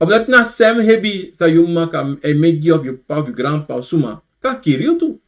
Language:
Sranan Tongo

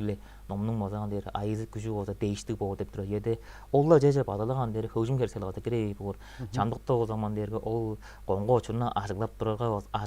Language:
Tuvinian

